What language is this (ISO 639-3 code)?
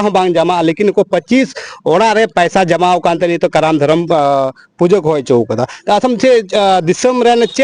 sat